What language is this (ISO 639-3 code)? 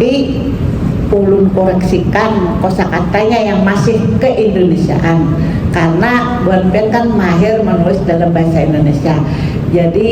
bjn